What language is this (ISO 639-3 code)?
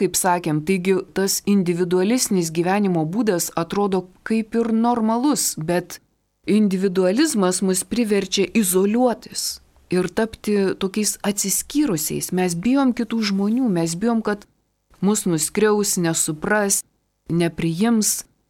lit